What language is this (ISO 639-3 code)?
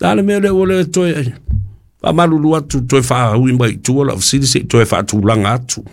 smo